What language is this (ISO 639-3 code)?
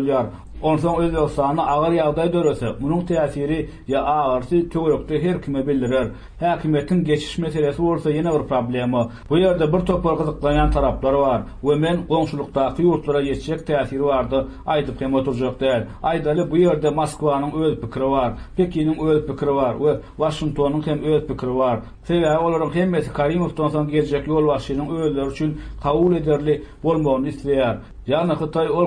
tuk